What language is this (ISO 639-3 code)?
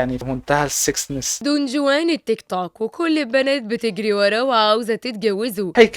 arz